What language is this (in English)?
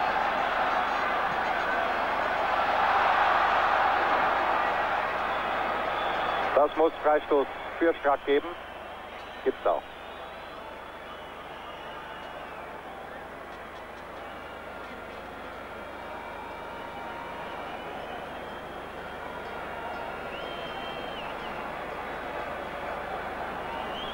German